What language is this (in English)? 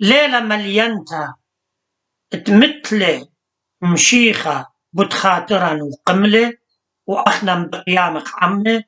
Assyrian Neo-Aramaic